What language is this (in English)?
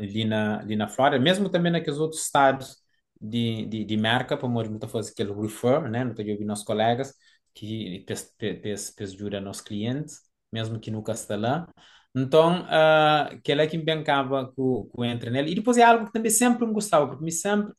Kabuverdianu